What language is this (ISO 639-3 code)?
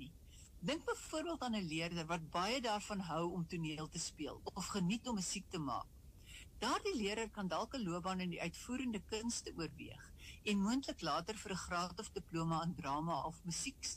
afr